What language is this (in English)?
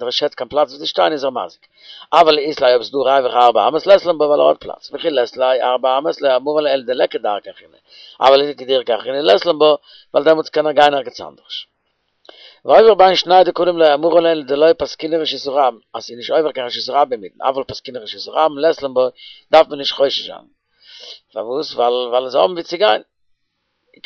Yiddish